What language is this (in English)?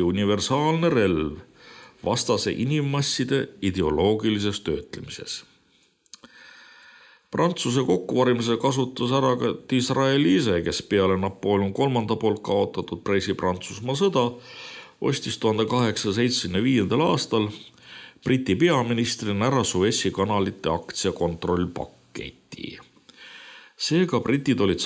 Estonian